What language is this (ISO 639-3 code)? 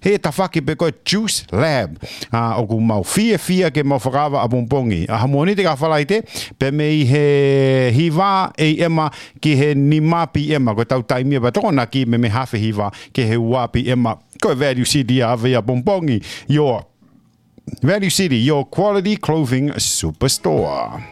ton